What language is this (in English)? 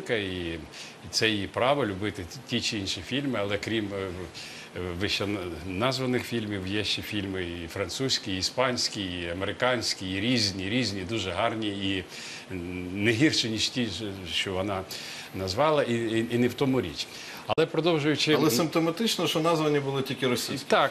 Ukrainian